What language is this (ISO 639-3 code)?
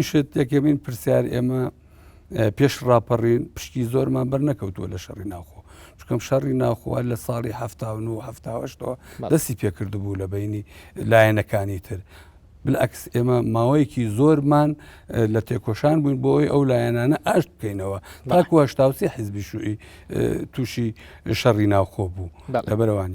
ckb